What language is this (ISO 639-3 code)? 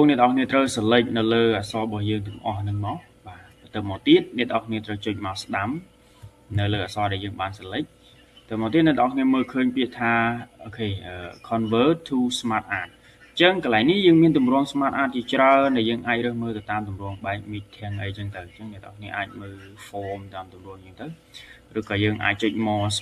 khm